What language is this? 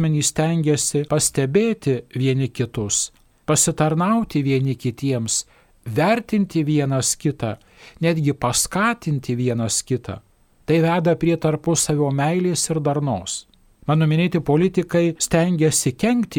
Lithuanian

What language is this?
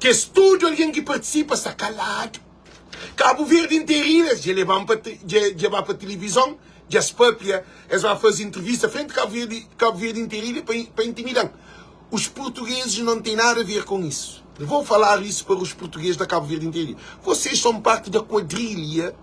Kabuverdianu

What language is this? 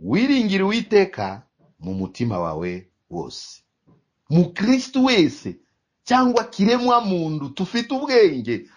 Kinyarwanda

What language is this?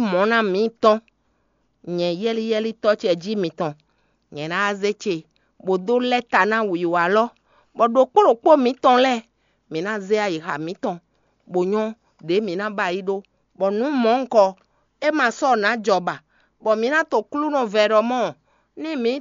Fon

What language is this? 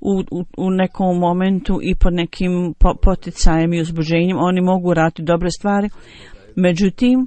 Bosnian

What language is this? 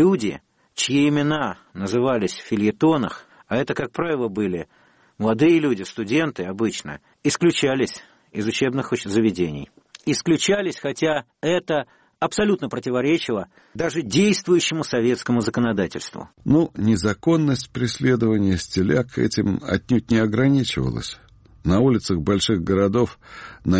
Russian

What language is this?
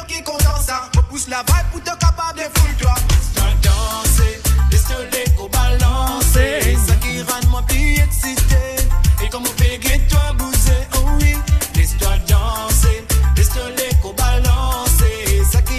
Morisyen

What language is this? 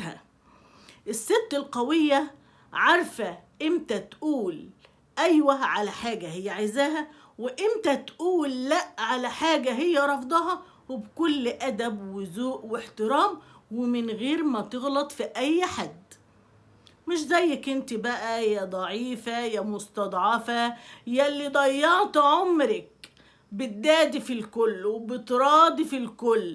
Egyptian Arabic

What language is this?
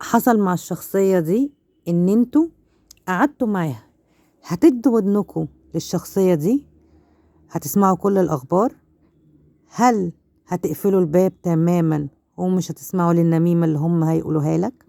Egyptian Arabic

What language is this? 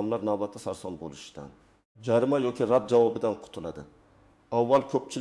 Uzbek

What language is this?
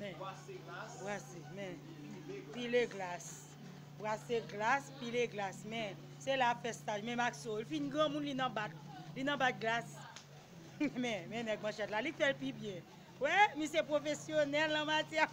Haitian Creole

